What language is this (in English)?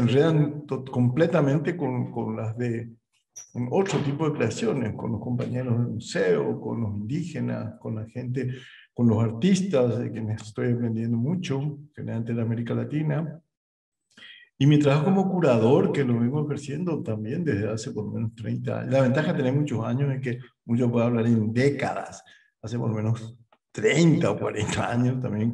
Spanish